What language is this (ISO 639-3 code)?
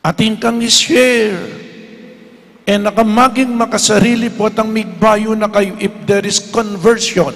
pam